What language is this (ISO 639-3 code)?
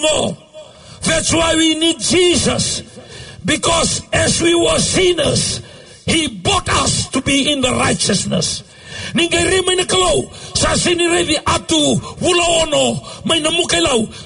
fij